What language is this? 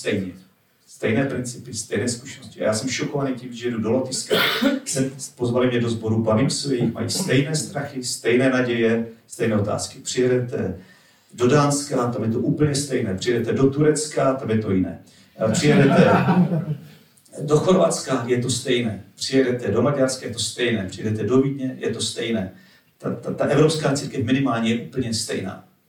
Czech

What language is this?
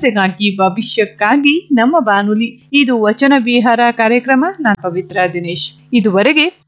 Kannada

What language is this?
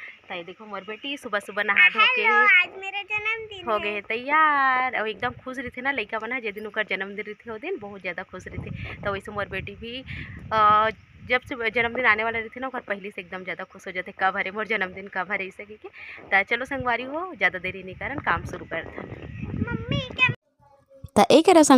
Chhattisgarhi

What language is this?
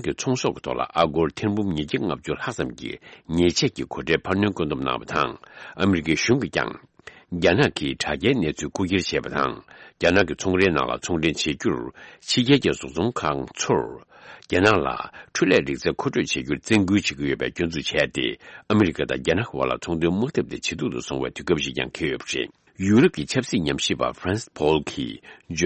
Tibetan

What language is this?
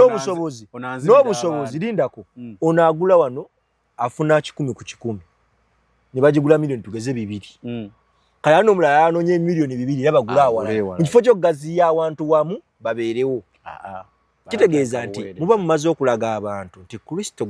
Ganda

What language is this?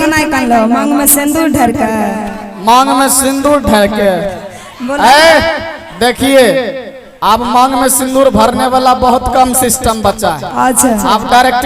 Maithili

